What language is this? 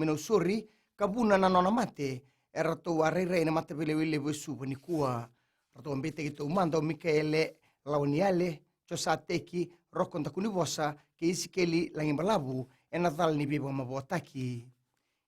Fijian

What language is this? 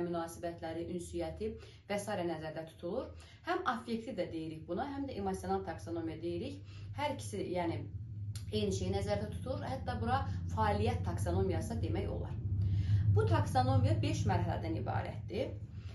Azerbaijani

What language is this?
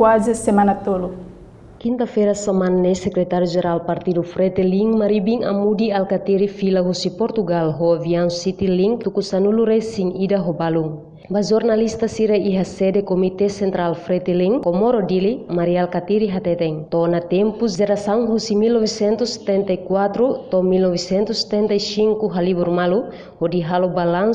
Tetum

